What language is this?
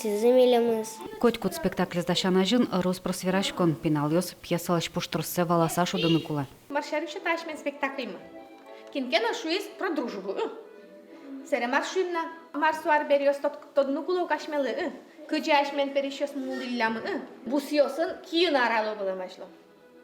Udmurt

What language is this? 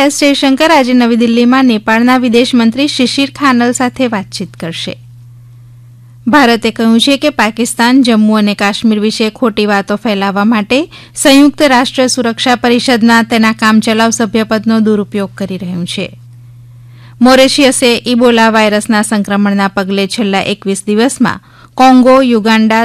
Gujarati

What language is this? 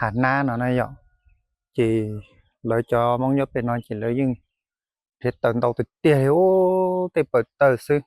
Hmong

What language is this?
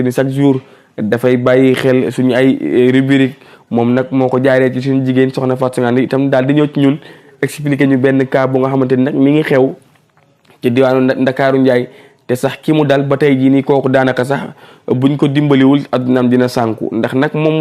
Wolof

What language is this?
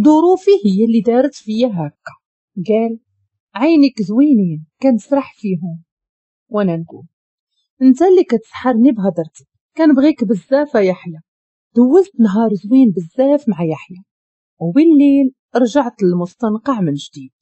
Moroccan Arabic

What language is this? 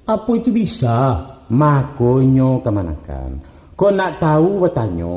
Minangkabau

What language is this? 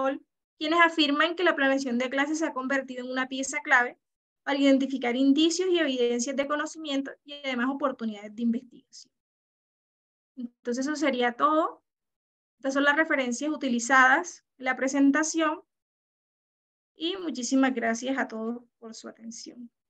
Spanish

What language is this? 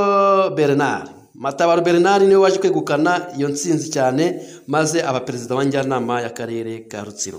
Kinyarwanda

